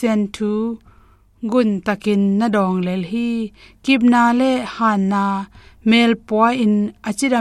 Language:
Tedim Chin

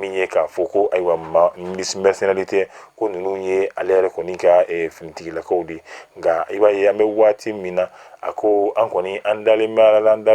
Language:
Bambara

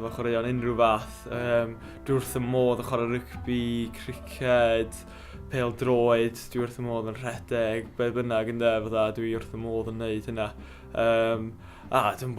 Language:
Welsh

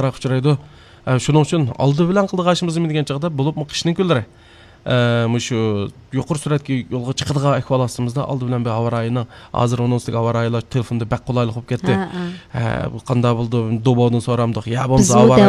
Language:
Uyghur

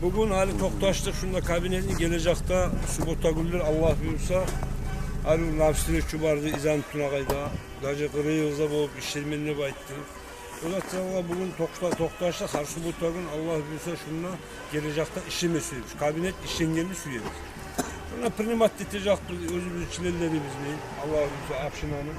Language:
Kumyk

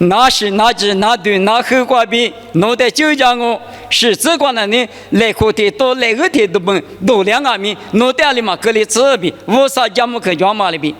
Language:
Lisu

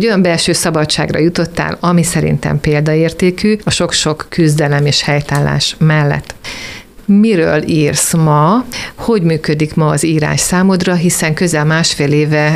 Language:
Hungarian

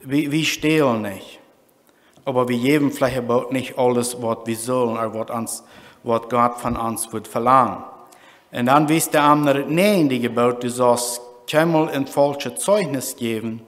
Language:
Plautdietsch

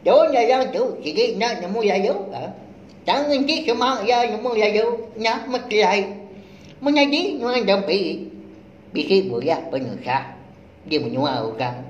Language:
Iban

